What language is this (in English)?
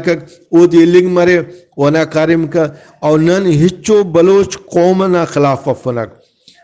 Brahui